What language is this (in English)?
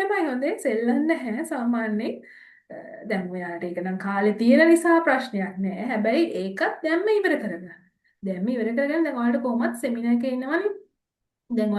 Sinhala